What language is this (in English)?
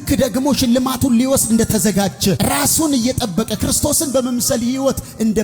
Amharic